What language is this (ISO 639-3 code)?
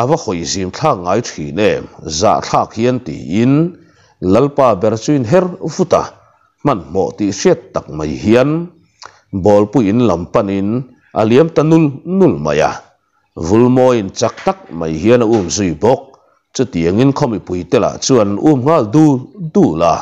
lus